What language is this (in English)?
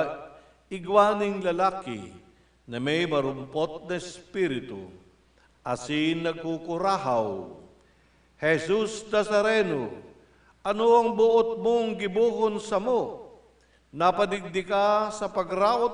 Bikol